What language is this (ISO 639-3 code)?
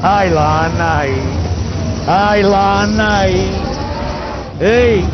nap